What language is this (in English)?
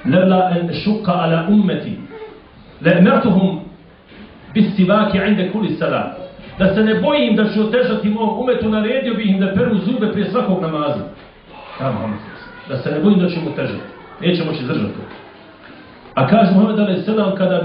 Bosnian